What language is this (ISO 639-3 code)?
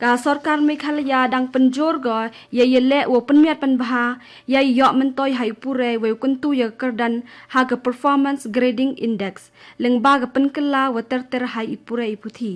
kha